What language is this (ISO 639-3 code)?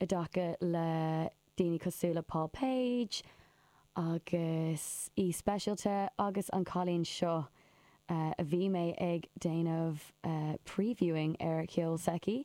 gle